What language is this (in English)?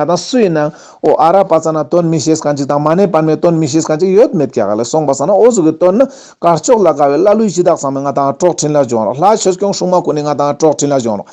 Ladakhi